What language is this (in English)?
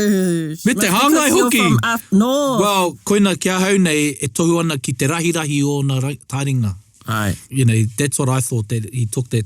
Māori